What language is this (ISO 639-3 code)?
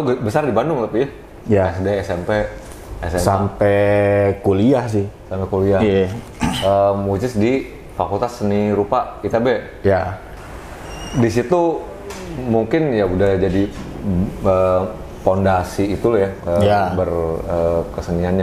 ind